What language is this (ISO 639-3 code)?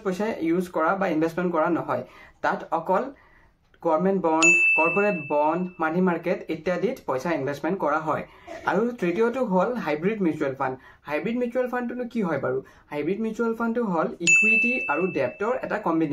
asm